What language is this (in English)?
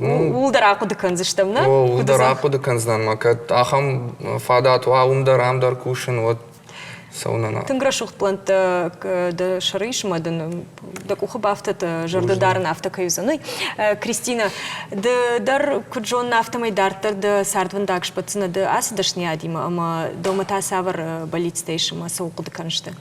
Ossetic